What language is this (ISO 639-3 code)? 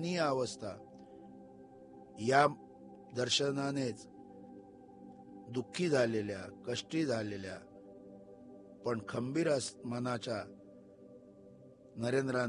mar